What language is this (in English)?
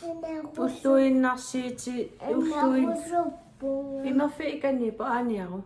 Kalaallisut